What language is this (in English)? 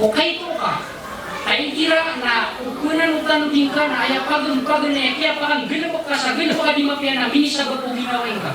Maranao